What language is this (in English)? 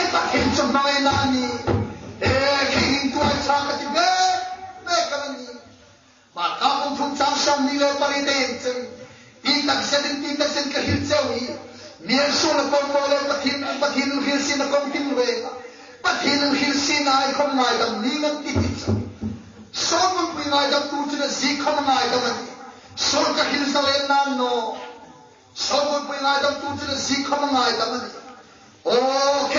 Hmar